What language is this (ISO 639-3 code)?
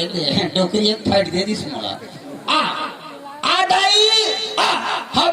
hne